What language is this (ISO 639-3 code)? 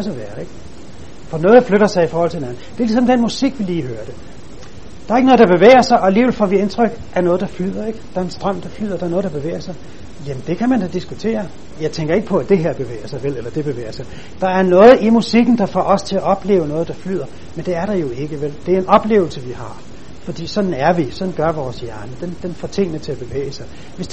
dan